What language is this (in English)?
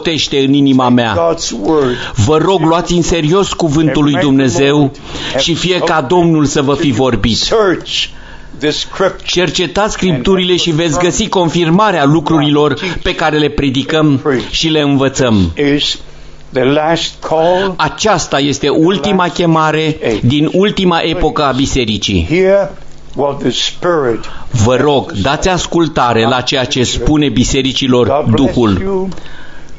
Romanian